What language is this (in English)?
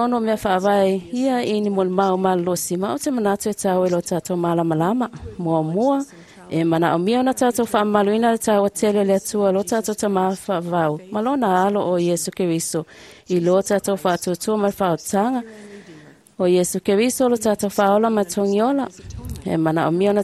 Samoan